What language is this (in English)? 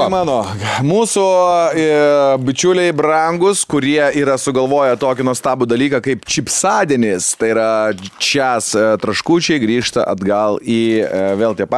Lithuanian